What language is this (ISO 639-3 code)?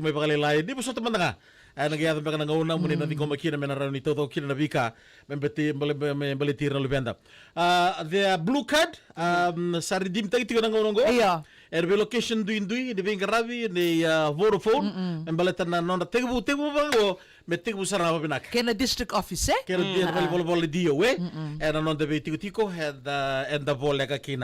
fij